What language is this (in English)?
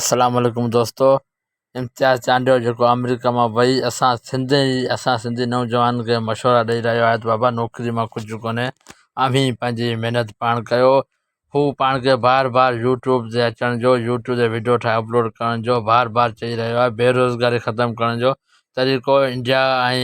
Sindhi